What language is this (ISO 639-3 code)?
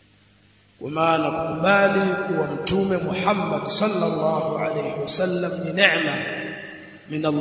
swa